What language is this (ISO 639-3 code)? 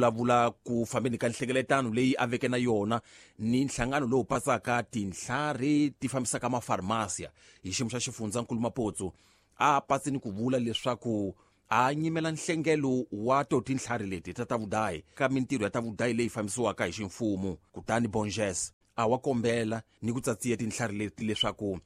tso